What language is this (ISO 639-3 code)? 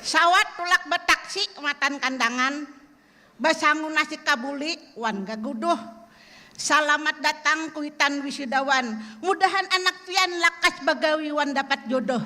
bjn